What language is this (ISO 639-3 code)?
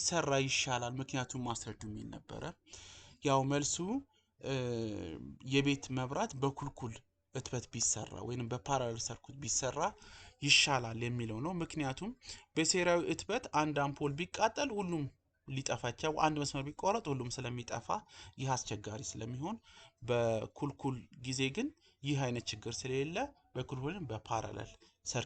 amh